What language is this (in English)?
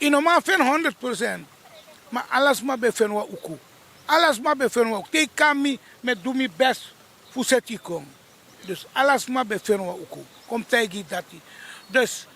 Sranan Tongo